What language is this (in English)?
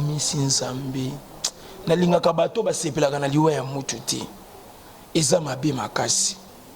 Lingala